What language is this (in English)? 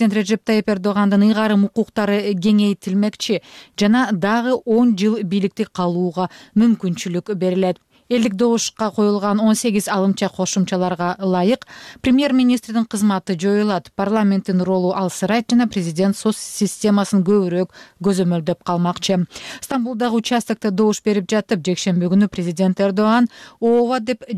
Kyrgyz